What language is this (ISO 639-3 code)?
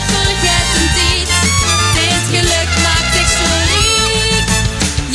lim